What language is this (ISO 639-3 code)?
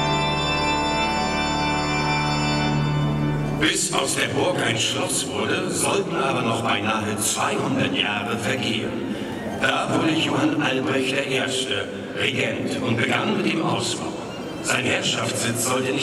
deu